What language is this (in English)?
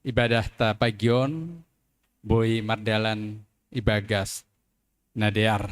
Batak Simalungun